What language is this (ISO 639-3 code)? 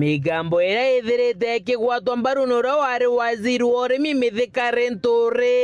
mer